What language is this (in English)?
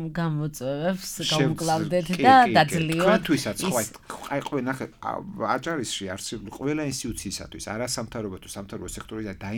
Georgian